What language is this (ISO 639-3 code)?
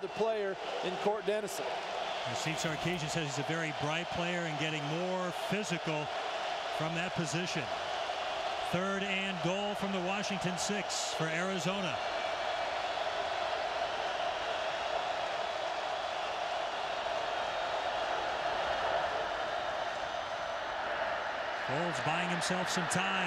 eng